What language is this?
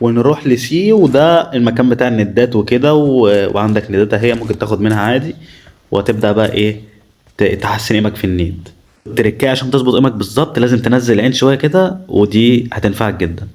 Egyptian Arabic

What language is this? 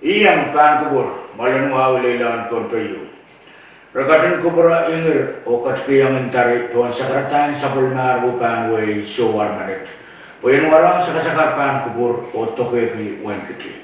Pohnpeian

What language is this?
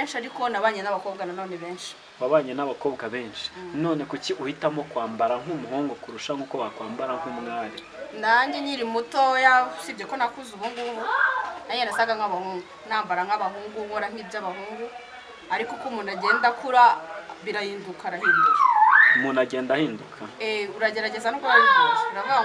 Kinyarwanda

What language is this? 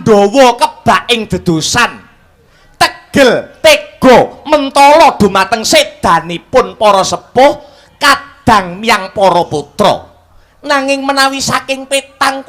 Javanese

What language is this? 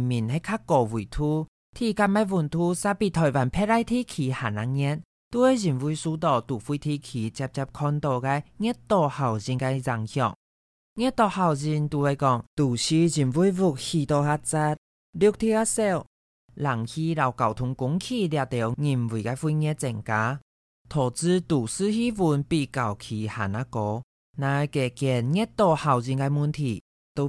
Hakka Chinese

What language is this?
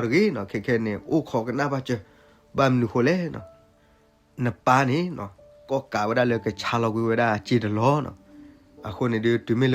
S'gaw Karen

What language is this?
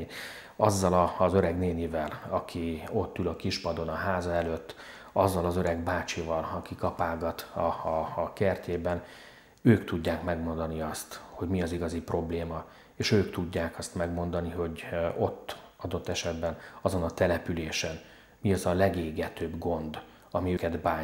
Hungarian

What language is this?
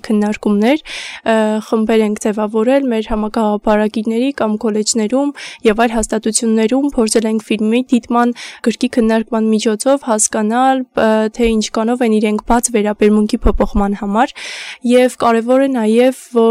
Armenian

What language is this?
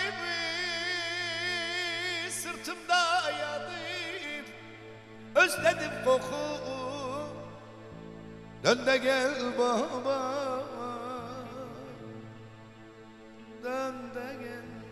Turkish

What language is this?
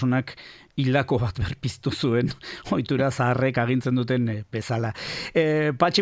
Basque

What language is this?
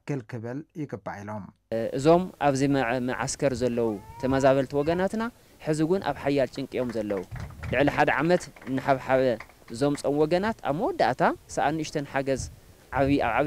Tigrinya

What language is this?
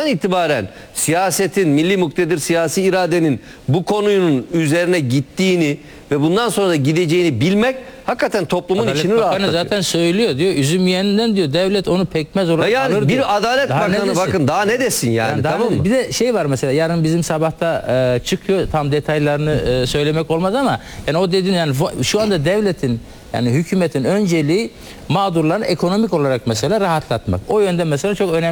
Turkish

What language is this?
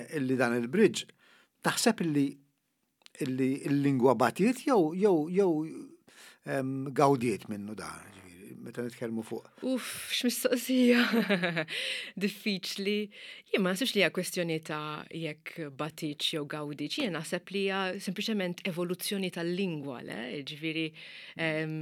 Maltese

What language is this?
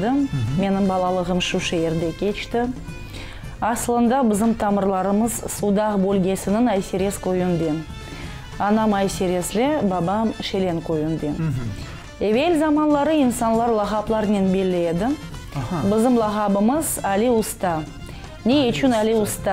Crimean Tatar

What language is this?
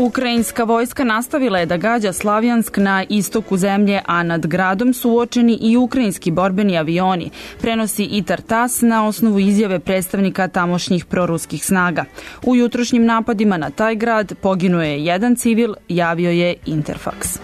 Serbian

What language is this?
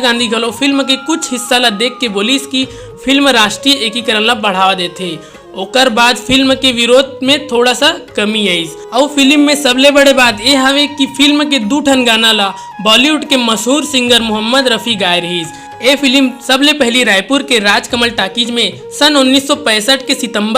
Chhattisgarhi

